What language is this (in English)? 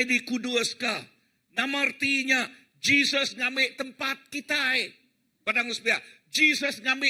Iban